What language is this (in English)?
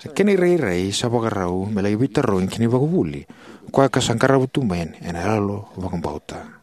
Fijian